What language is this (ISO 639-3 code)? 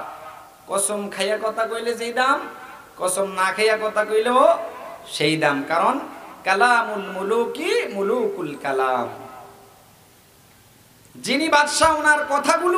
ben